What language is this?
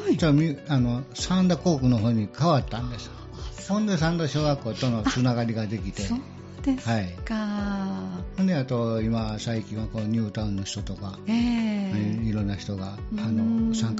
Japanese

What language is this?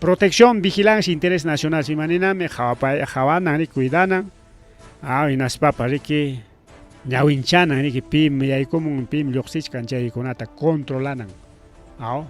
Ayacucho Quechua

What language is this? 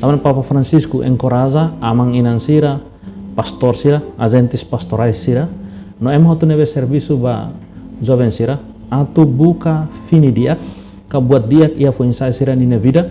Tetum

